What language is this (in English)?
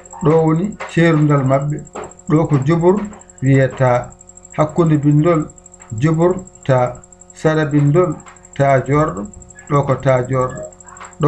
Fula